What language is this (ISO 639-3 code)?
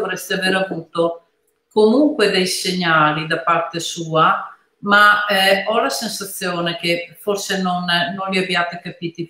ita